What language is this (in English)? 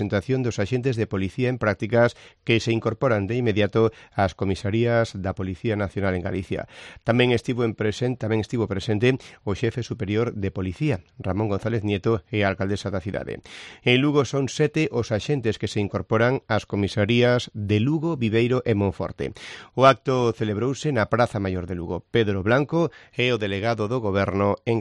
Galician